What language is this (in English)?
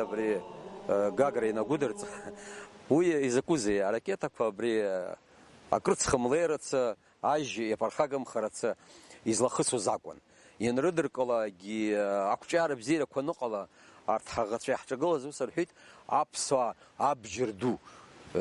Abkhazian